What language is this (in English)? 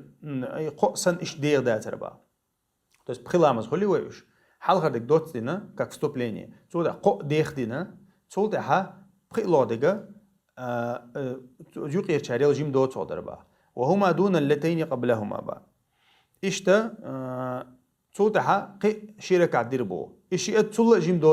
Chechen